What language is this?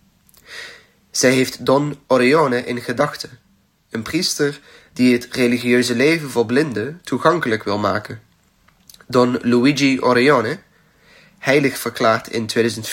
Dutch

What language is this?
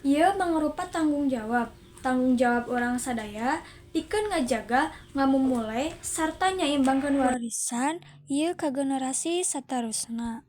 Sundanese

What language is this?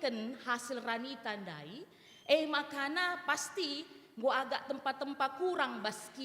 Batak Karo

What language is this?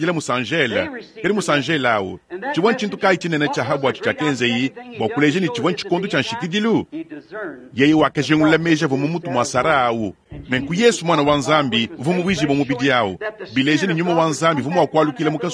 Luba-Lulua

